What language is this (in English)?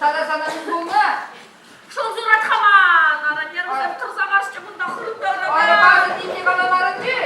Chuvash